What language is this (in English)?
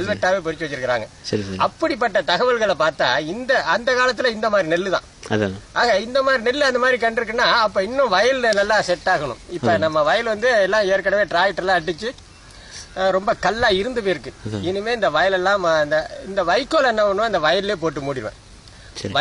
Tamil